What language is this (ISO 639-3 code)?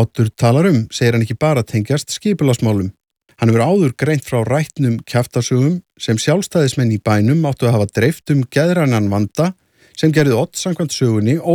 isl